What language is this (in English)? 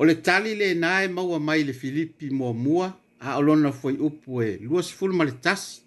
Samoan